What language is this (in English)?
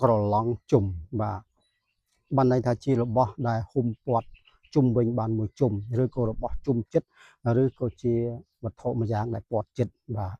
Khmer